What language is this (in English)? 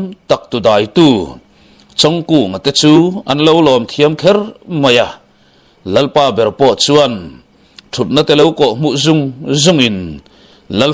Mizo